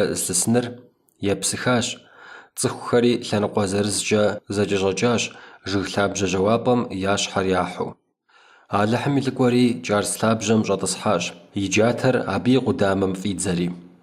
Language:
Kabardian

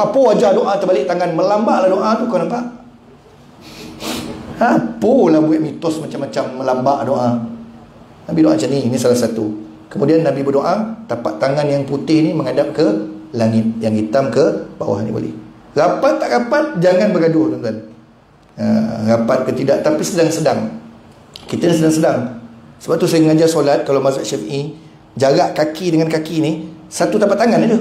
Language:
Malay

